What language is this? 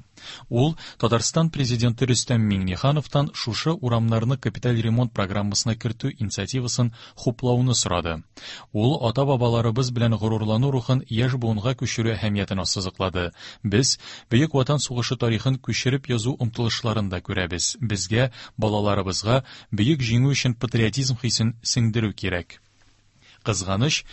Tatar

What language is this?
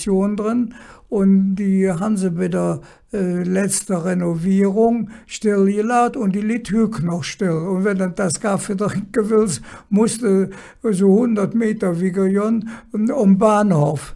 Colognian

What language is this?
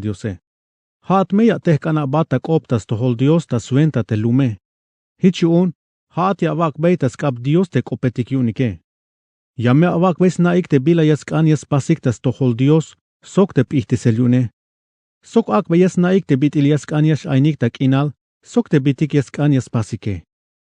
Tzeltal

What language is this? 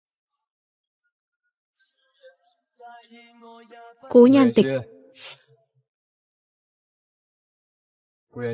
Vietnamese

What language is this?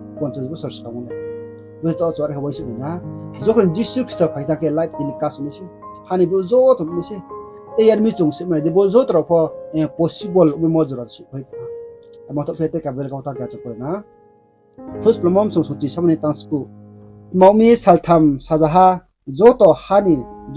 Riang (India)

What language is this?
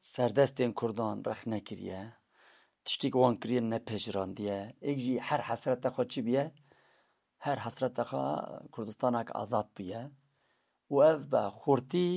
Kurdish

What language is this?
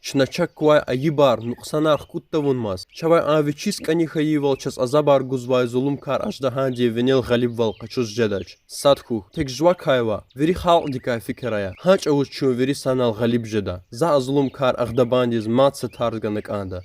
Lezghian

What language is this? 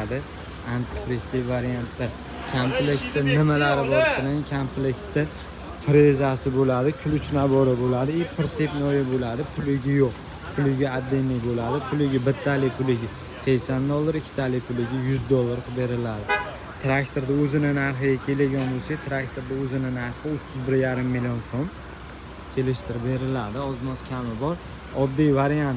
Uzbek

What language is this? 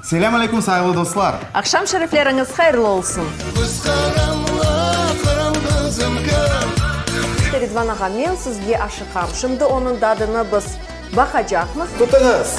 Crimean Tatar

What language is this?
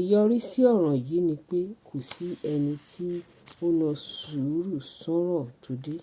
Yoruba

